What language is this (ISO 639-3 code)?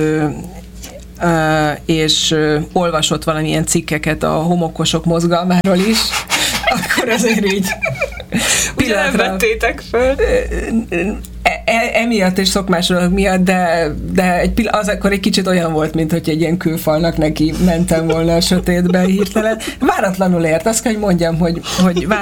hun